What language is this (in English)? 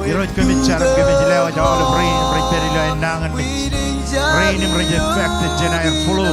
Marshallese